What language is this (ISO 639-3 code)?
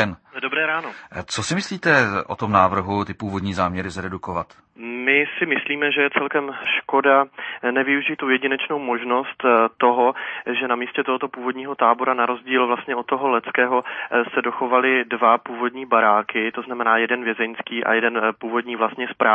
ces